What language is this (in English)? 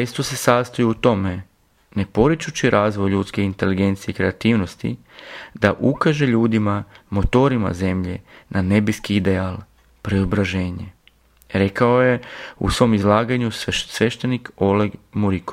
Serbian